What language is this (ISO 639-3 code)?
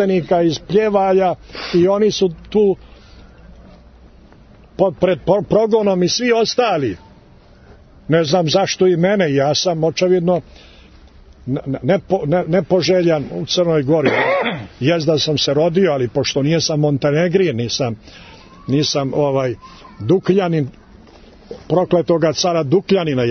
srp